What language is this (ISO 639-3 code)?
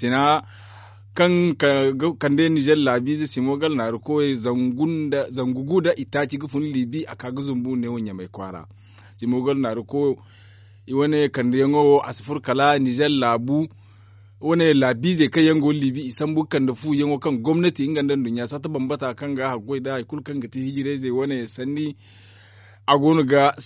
dje